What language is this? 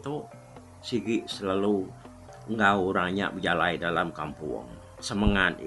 Iban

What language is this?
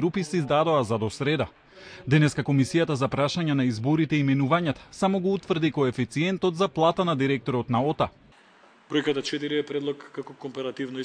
Macedonian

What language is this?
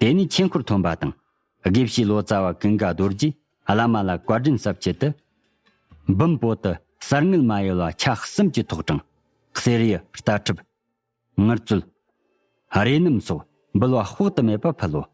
Tibetan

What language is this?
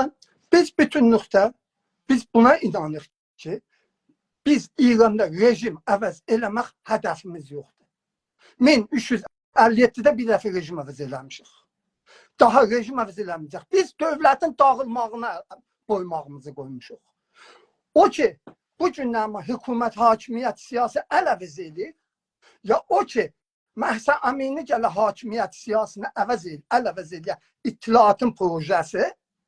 South Azerbaijani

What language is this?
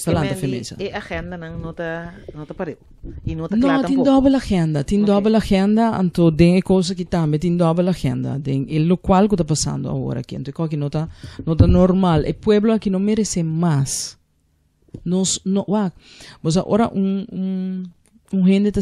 Papiamento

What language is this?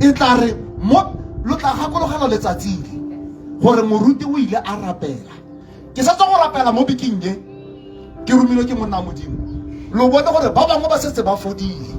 Tswana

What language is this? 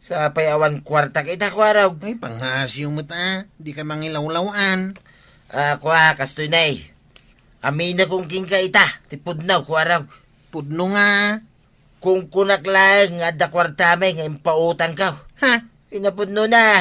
Iloko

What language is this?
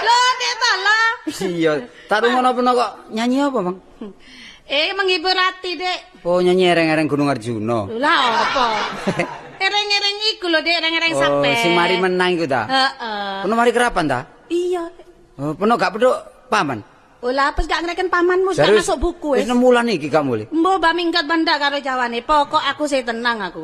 Javanese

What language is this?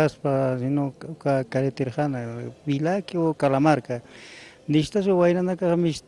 Aymara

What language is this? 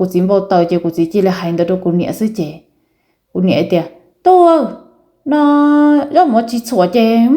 Hmong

